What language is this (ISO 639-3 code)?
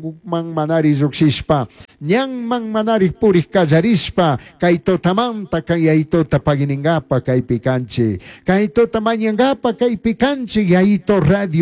qug